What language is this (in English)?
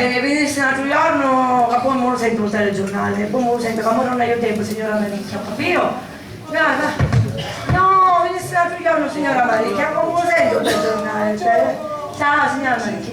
Sicilian